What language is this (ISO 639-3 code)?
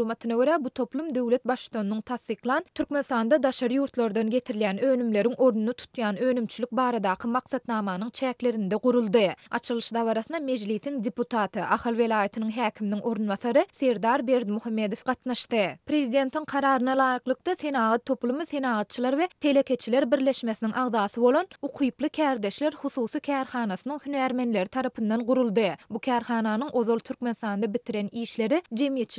tuk